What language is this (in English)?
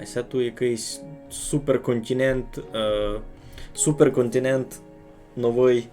Rusyn